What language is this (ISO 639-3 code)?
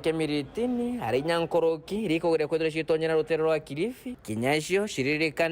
mer